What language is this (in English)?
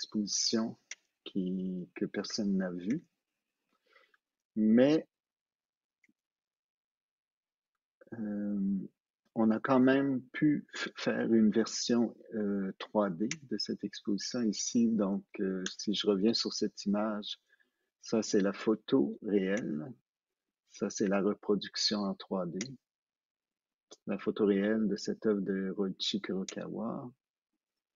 French